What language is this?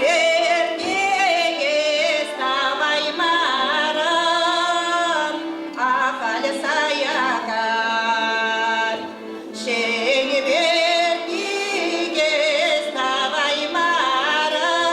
Chuvash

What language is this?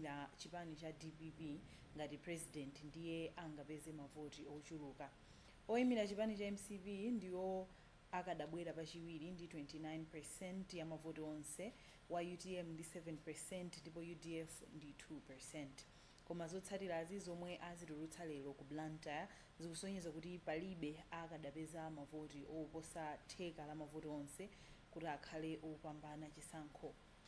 Nyanja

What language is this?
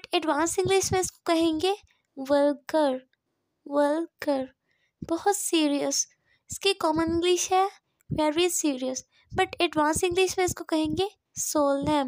Hindi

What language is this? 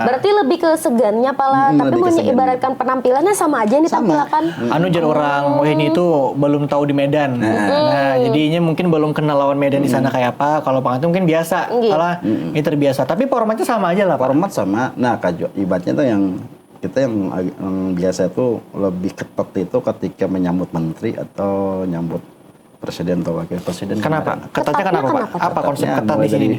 Banjar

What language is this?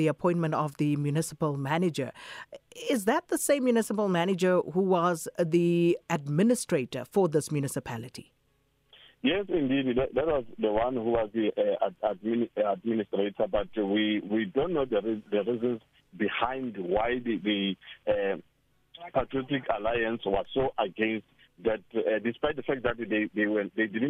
English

